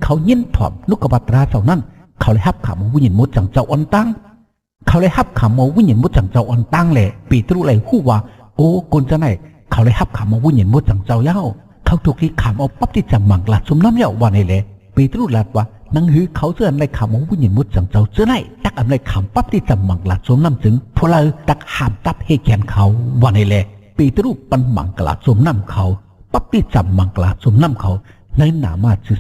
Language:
Shan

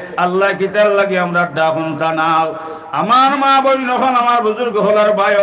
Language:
Sylheti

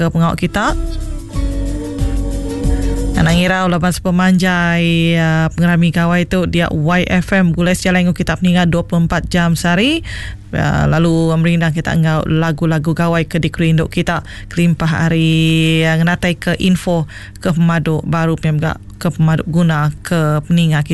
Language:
Iban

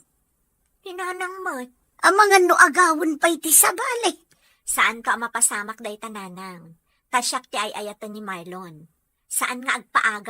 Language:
Iloko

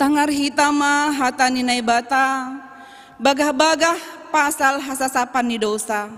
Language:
Batak Simalungun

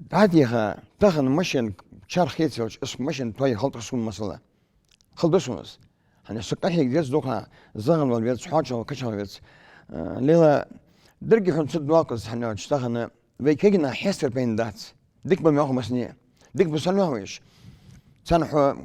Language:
Ingush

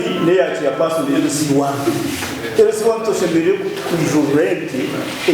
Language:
Nyankole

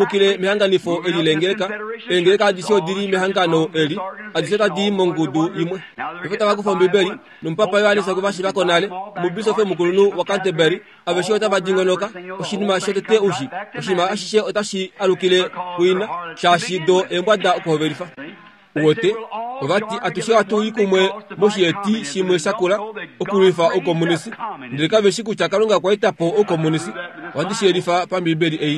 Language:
Kuanyama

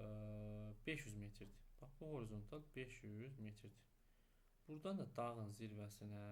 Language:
Azerbaijani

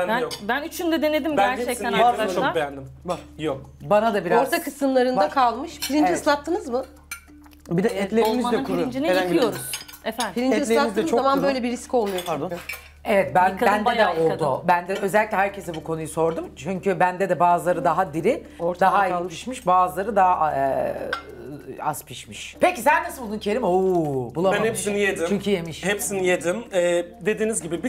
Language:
Turkish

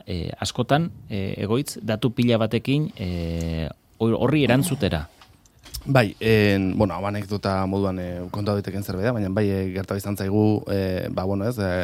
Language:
Basque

